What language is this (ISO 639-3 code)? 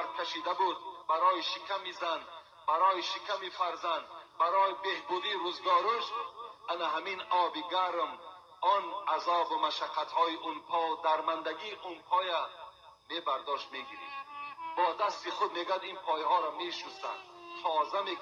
tgk